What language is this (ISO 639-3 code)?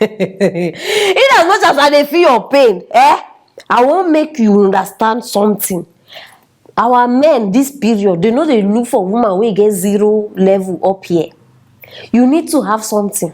pcm